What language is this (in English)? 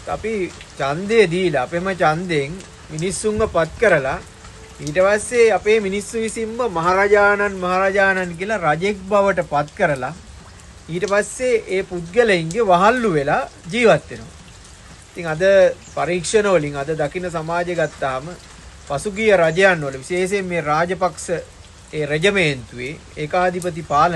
Sinhala